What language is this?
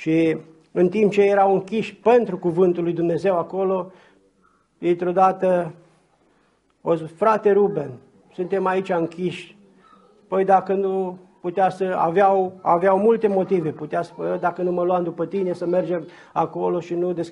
Romanian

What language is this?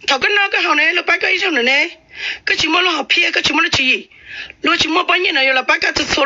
Hmong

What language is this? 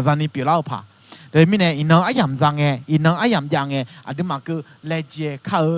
Akha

